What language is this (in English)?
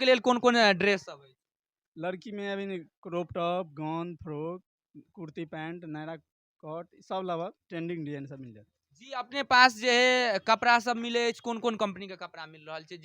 Maithili